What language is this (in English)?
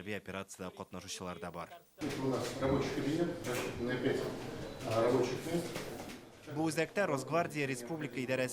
Tatar